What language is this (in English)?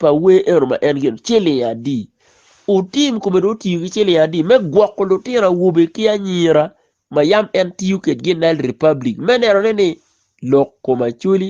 Acoli